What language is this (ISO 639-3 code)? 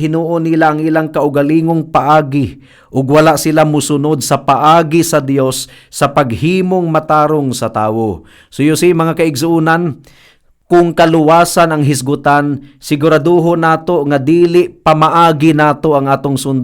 ceb